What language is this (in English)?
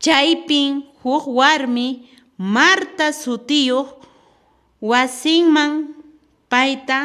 Quechua